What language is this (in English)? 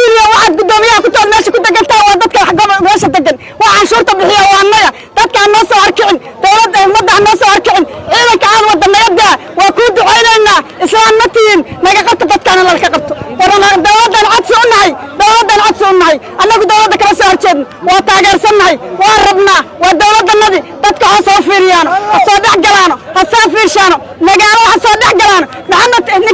Somali